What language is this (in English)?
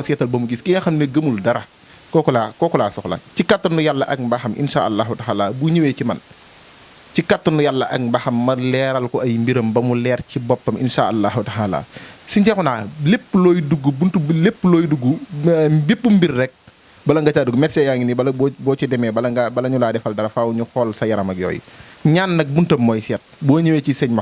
Wolof